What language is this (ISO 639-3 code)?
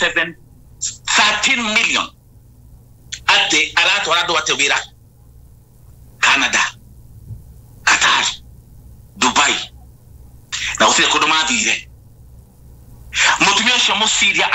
kik